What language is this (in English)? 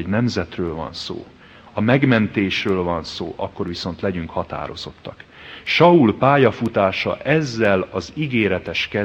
Hungarian